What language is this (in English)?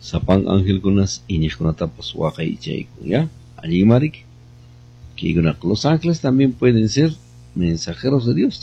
Quechua